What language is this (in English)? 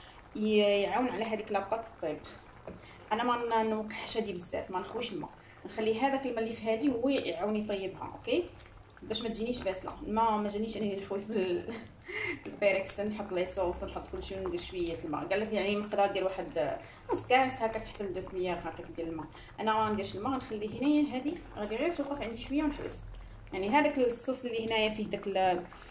Moroccan Arabic